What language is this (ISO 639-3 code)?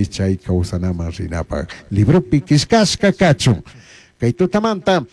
qug